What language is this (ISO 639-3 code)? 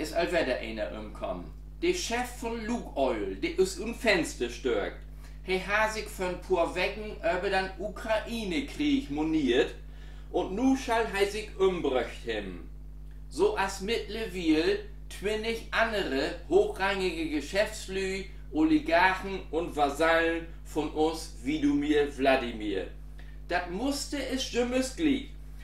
nds